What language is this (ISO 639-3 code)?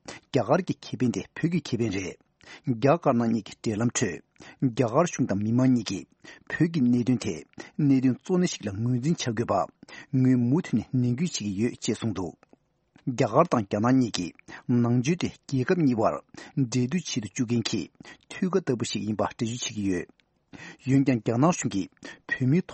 bod